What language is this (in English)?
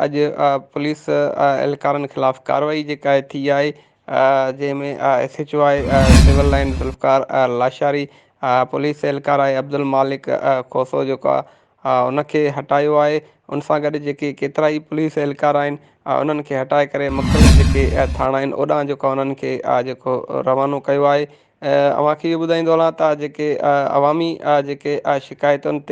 Sindhi